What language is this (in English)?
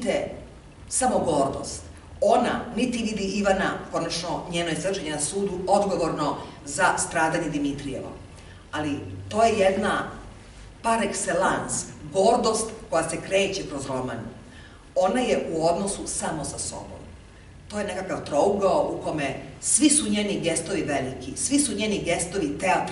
Serbian